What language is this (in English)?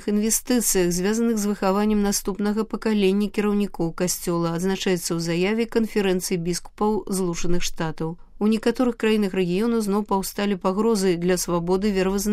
Belarusian